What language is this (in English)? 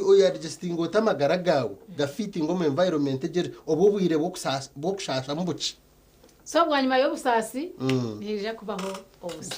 Nyankole